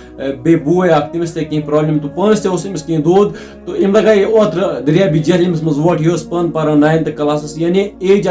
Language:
Kashmiri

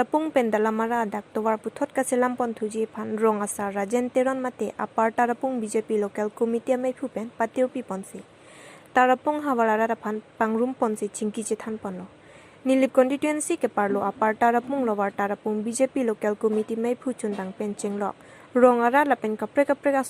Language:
Karbi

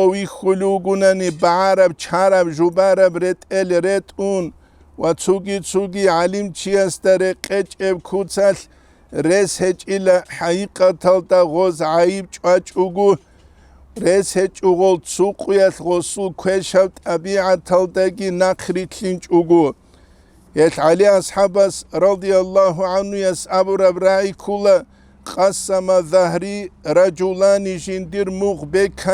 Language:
Avaric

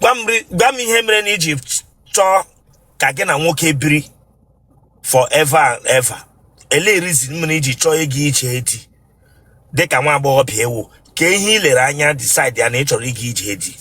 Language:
Igbo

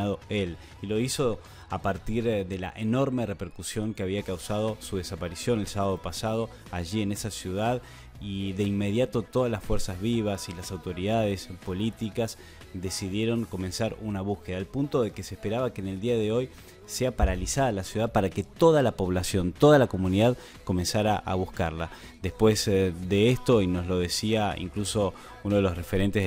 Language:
Spanish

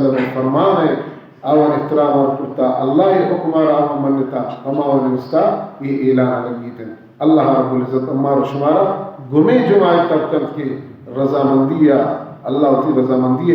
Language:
Baluchi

